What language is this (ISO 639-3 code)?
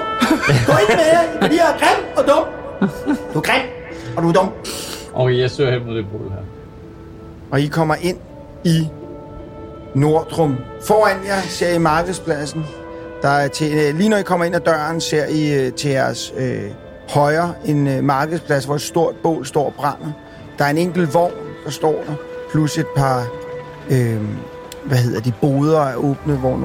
dan